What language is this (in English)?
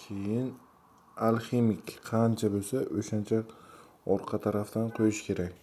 Uzbek